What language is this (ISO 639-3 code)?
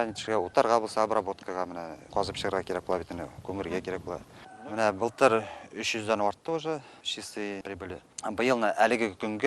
bak